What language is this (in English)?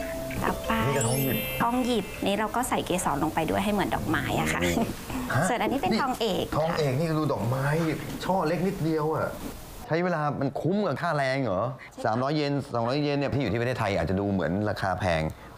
Thai